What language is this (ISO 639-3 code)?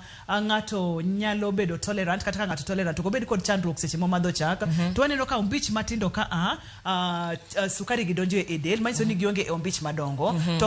luo